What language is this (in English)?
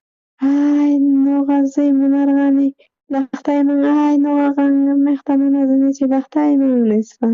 South Bolivian Quechua